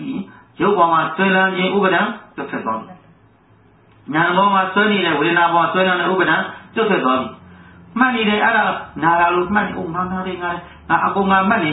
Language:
Burmese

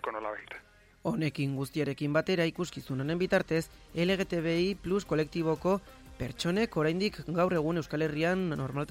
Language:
Basque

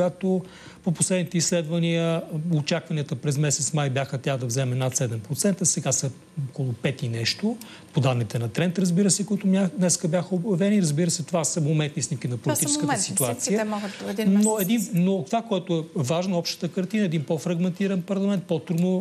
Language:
Bulgarian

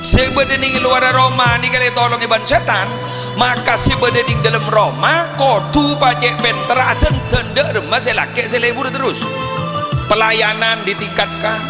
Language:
Madurese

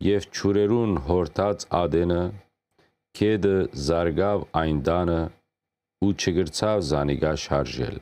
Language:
Western Armenian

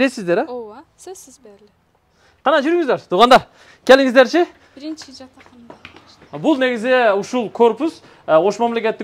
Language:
Kyrgyz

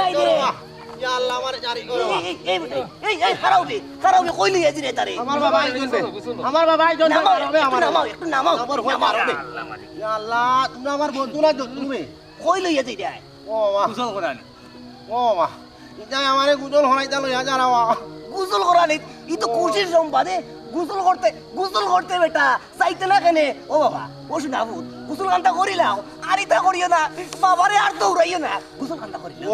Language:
Sylheti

